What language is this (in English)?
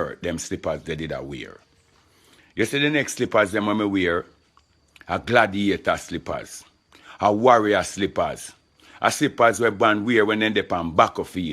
Jamaican Creole English